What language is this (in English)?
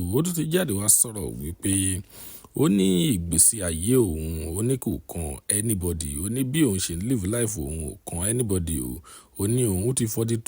Yoruba